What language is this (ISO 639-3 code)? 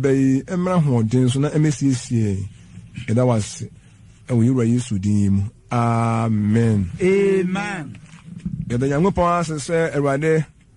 aka